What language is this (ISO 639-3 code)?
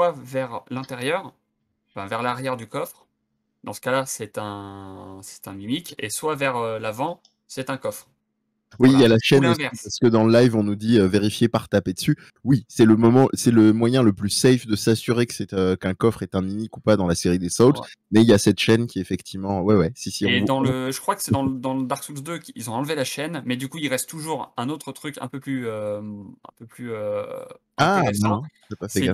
fra